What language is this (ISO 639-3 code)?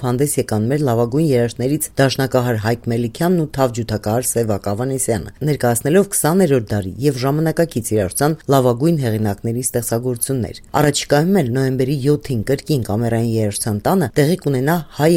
hye